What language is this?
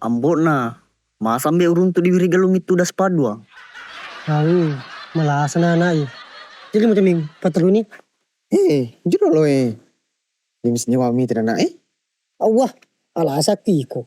Buginese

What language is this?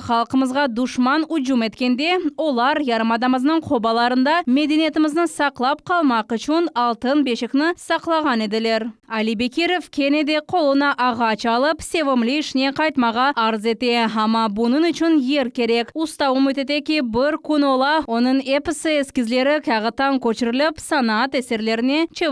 Crimean Tatar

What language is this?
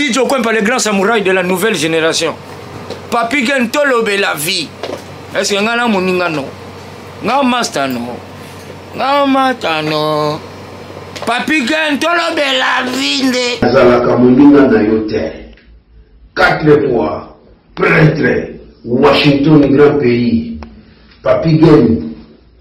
Lingala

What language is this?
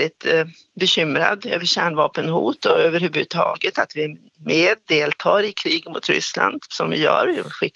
Swedish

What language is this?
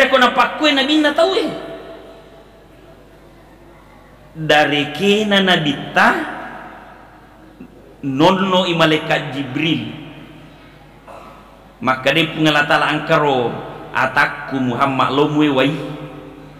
Buginese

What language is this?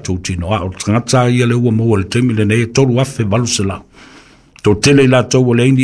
Samoan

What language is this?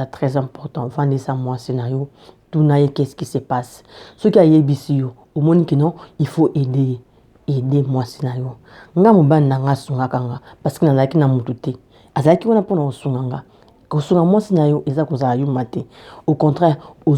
Lingala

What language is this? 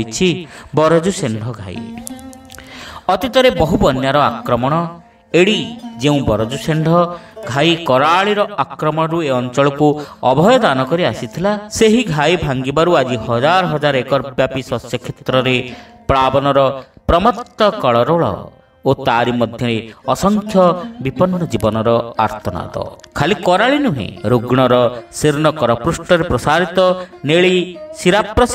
Odia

